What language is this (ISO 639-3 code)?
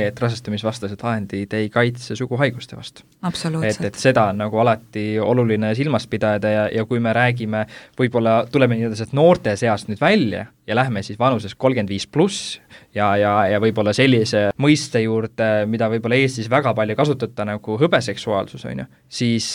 est